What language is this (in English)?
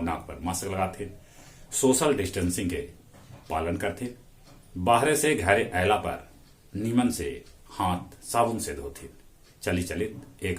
Magahi